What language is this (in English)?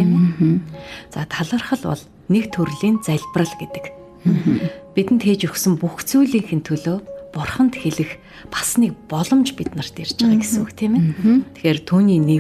Mongolian